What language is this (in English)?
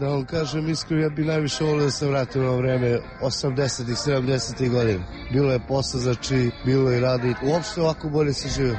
Serbian